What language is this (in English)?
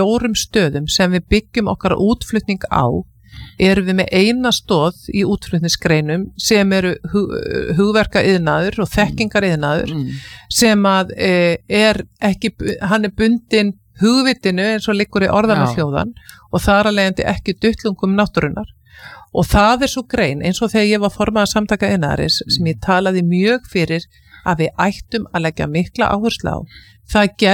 Icelandic